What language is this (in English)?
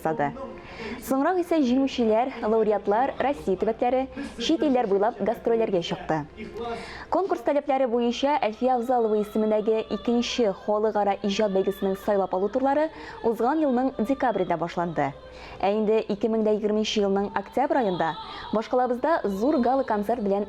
Tatar